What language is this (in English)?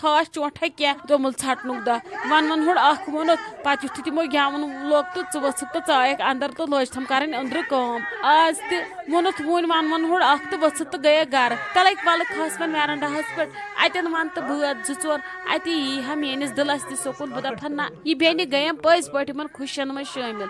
Kashmiri